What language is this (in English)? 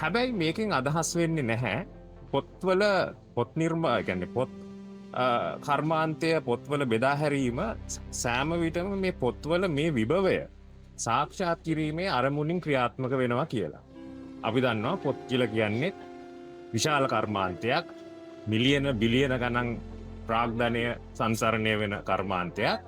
Sinhala